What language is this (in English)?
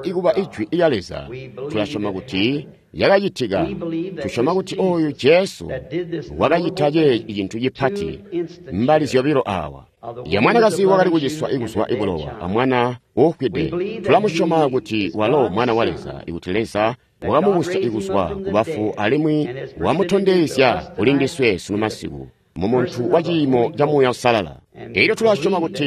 Tonga (Zambia)